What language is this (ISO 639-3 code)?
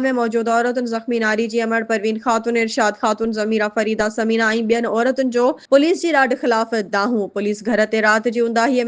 snd